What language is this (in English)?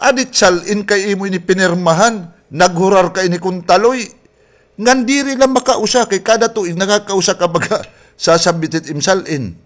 Waray